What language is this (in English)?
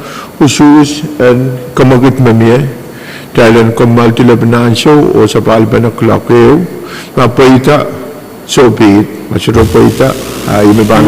Pohnpeian